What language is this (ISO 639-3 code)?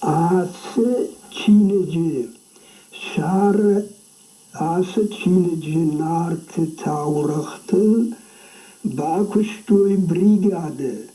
oss